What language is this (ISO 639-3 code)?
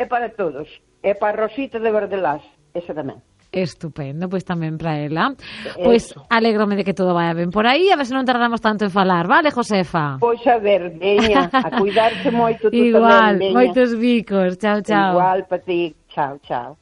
glg